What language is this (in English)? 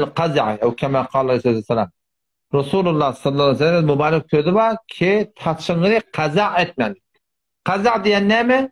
Turkmen